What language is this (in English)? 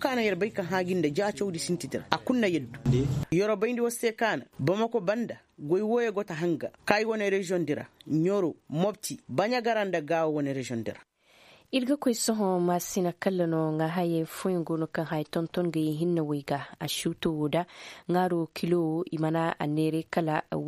Koyraboro Senni